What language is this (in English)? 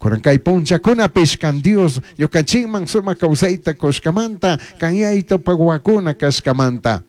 Chimborazo Highland Quichua